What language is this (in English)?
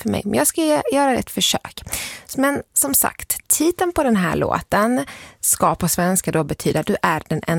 Swedish